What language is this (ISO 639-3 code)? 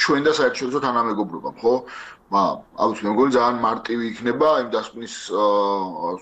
kat